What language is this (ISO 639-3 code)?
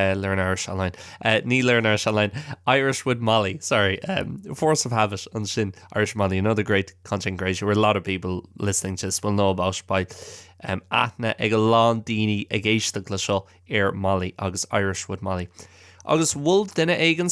gle